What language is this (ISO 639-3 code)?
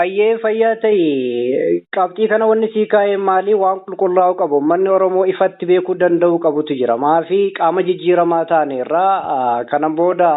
orm